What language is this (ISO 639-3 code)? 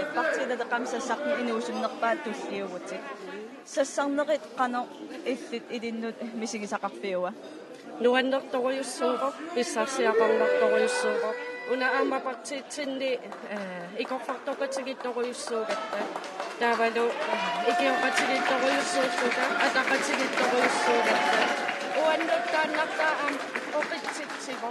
kal